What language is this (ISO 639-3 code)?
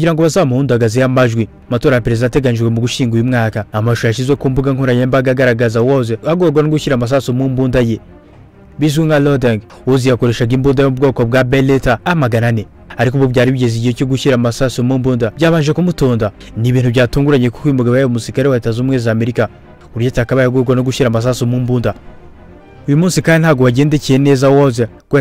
kin